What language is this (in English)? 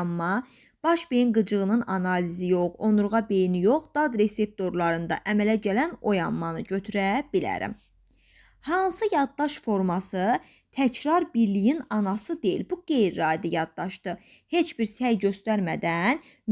Azerbaijani